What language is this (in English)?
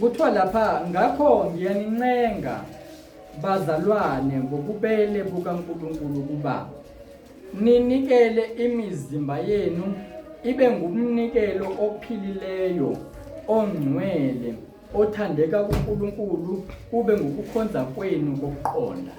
Zulu